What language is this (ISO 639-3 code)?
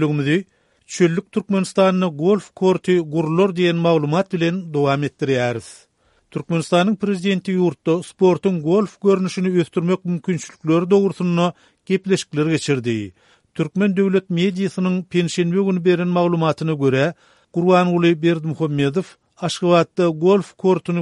tuk